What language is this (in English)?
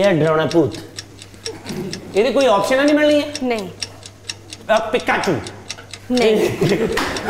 Punjabi